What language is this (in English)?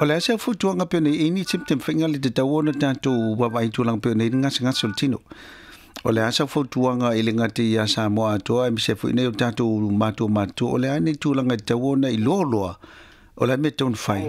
Samoan